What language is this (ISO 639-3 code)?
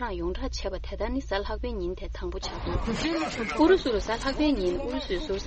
bod